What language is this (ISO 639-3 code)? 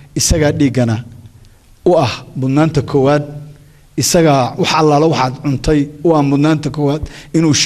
som